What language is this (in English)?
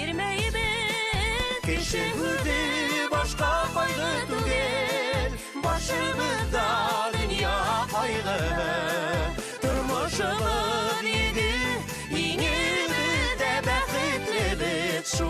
Bashkir